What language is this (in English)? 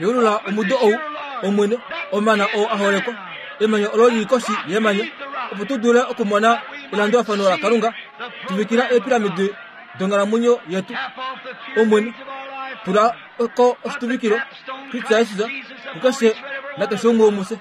Kuanyama